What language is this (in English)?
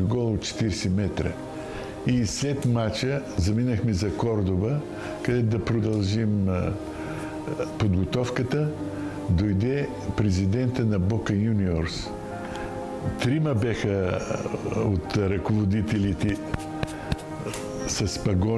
Bulgarian